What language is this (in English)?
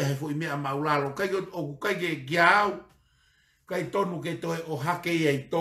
Tongan